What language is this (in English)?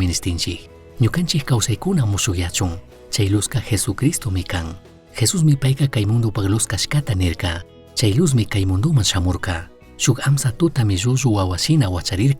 Chimborazo Highland Quichua